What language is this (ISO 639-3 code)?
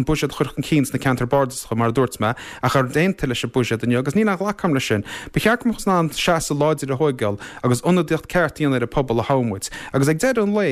gle